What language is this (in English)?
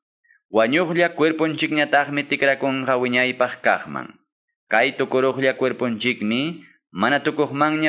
Quechua